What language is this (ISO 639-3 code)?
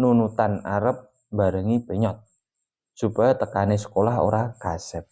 jav